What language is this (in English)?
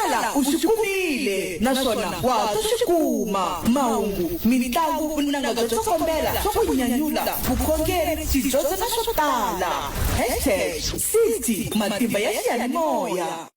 Tsonga